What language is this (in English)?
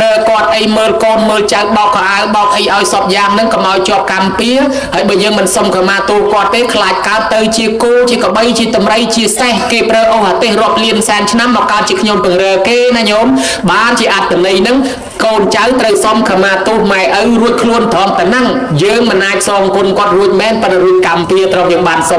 Khmer